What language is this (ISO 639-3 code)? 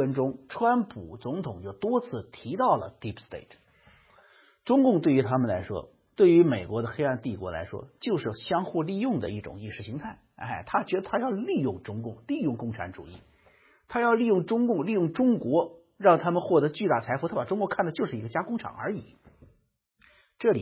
zho